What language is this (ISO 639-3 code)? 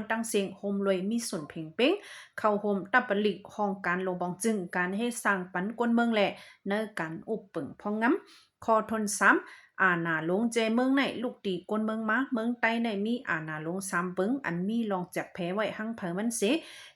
shn